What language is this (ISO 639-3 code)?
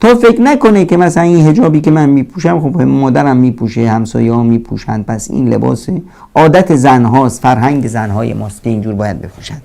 fas